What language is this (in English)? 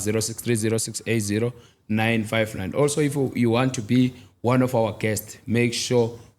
Zulu